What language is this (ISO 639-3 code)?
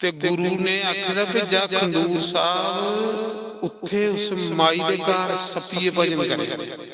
doi